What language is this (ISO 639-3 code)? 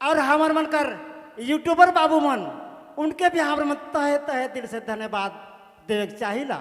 sck